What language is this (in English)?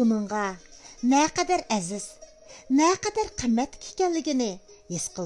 Uyghur